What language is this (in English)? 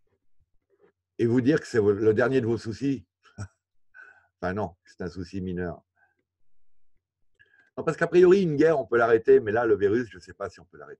French